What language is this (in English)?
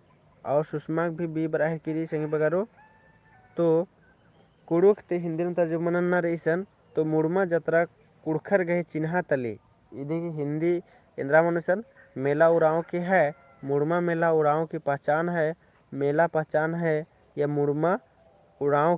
Kurukh